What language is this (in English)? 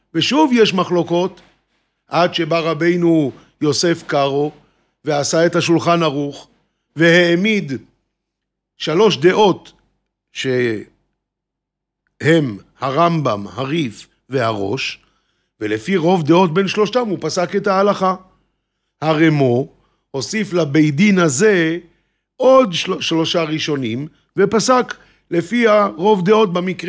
Hebrew